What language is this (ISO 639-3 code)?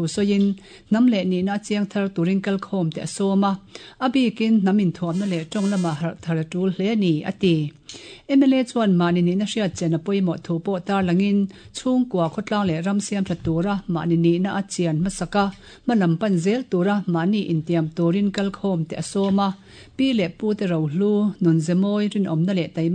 lus